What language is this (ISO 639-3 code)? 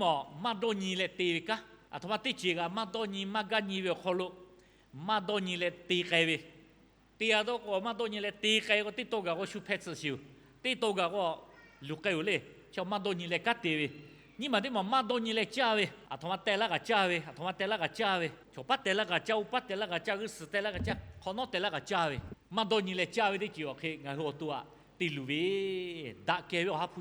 lhu